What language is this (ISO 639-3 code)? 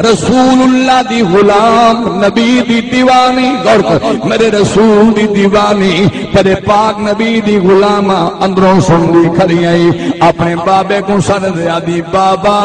skr